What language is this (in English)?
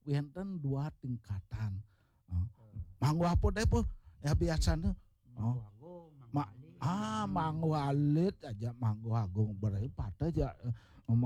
Balinese